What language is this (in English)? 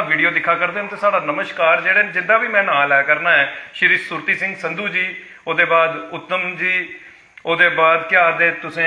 Dogri